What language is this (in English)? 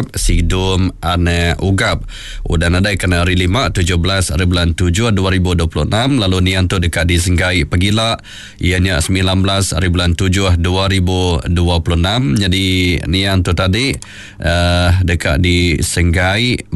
Iban